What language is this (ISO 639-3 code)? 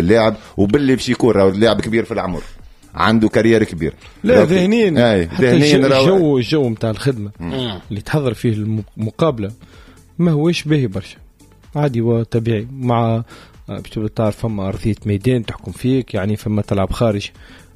aeb